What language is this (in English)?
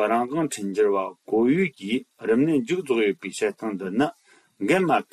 Tibetan